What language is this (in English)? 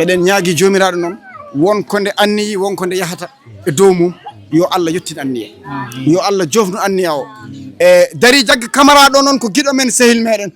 Fula